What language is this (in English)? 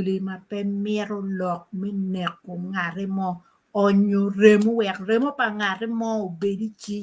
Acoli